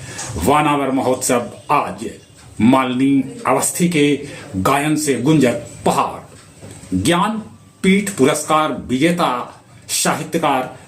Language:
Magahi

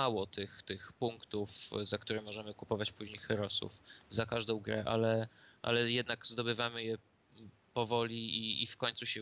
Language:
Polish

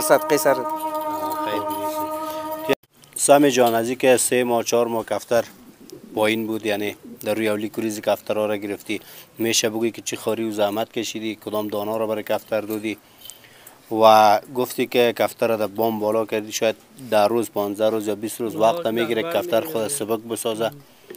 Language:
Persian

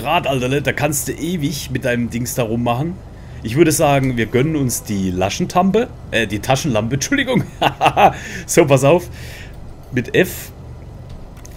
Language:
German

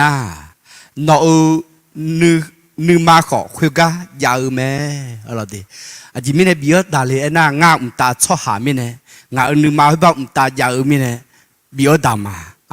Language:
Akha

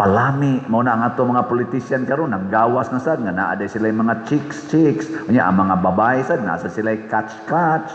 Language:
Cebuano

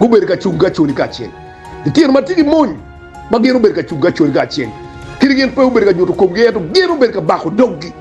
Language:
Acoli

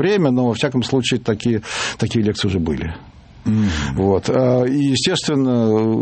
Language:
Russian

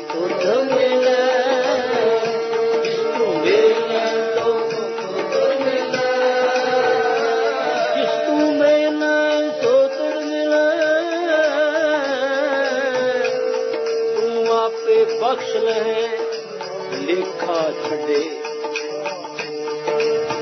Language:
Punjabi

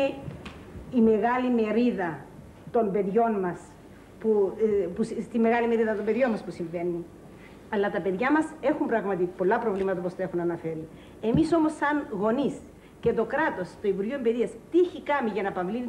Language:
Greek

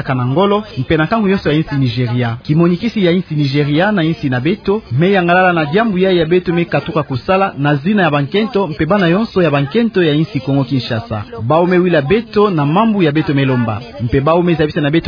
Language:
Kituba (Democratic Republic of Congo)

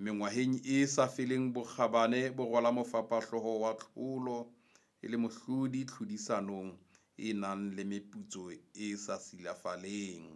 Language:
Southern Sotho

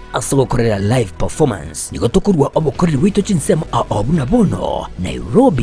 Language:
Gusii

